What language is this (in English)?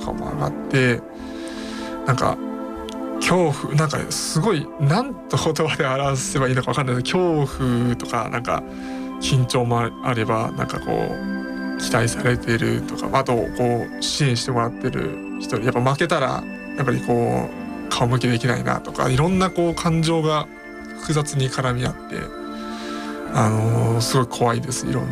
Japanese